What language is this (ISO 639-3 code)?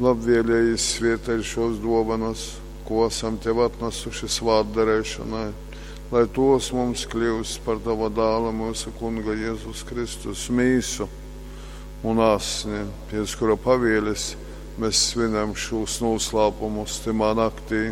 ltg